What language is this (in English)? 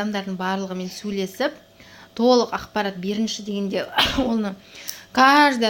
Kazakh